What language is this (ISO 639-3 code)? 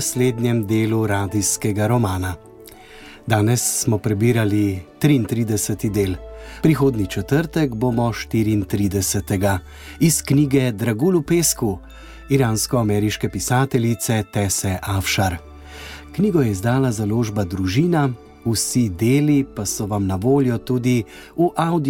slv